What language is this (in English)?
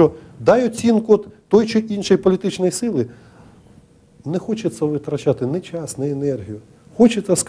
Ukrainian